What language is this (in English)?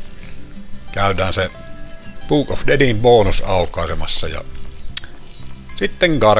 Finnish